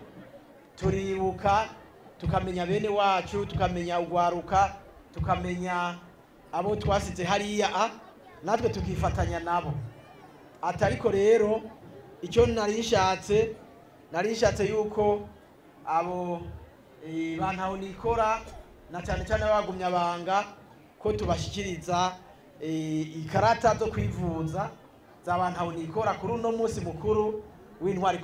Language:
Rundi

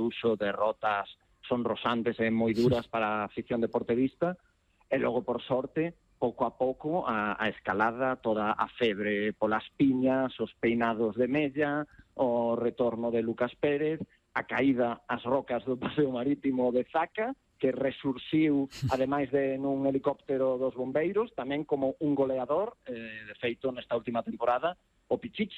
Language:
Galician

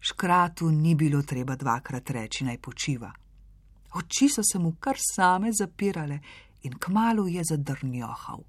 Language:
Slovenian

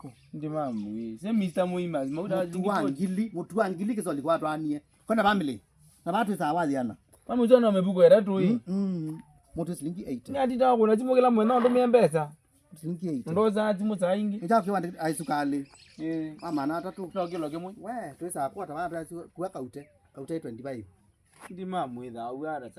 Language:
Kamba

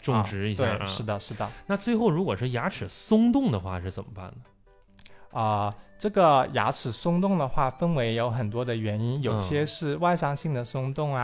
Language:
Chinese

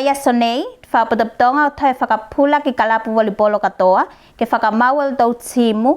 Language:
Tuvalu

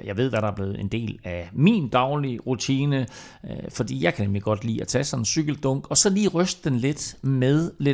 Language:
Danish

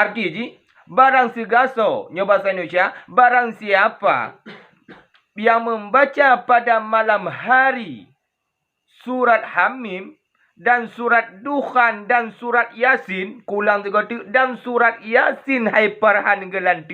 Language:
Achinese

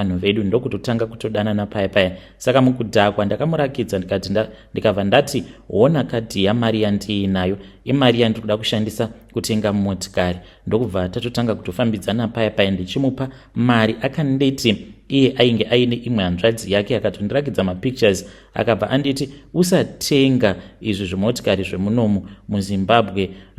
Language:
Shona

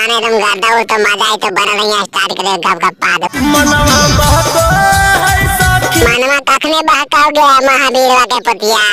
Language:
Magahi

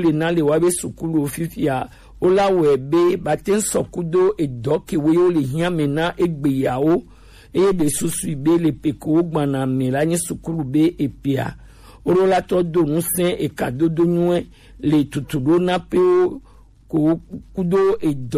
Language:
Gen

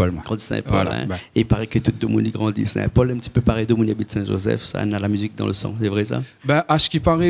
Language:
Réunion Creole French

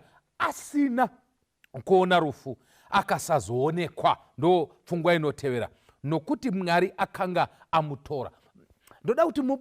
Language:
Shona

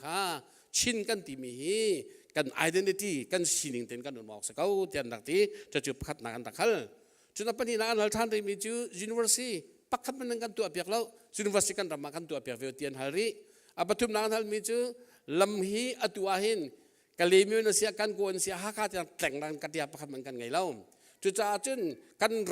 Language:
Hakha Chin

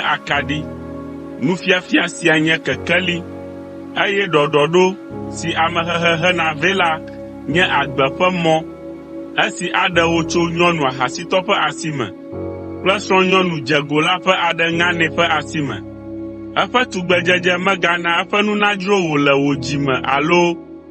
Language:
Ewe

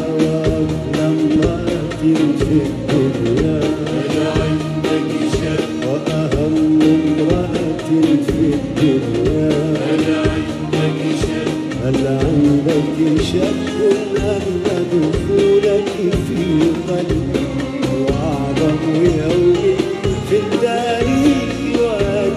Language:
Arabic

